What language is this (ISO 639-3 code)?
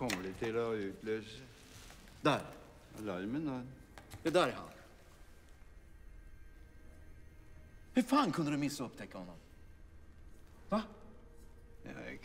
nor